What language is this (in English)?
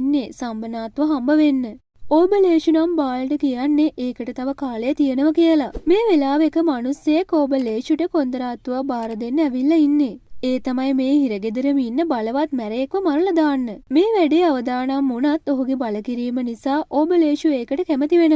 Sinhala